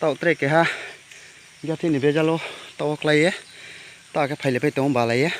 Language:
Riang (India)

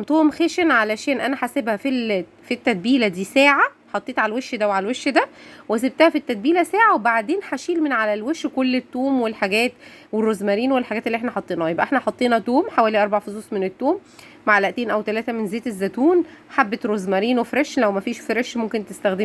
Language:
Egyptian Arabic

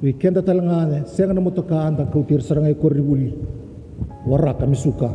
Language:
Fijian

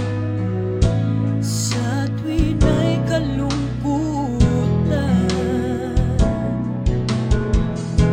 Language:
Filipino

